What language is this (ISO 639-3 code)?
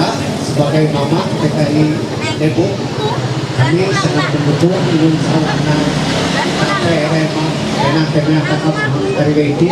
mhy